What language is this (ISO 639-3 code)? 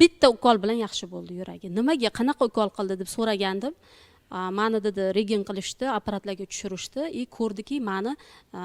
uzb